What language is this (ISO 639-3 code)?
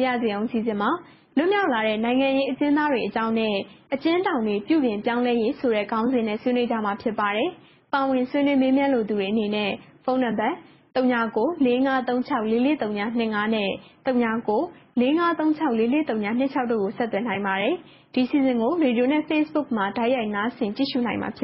mya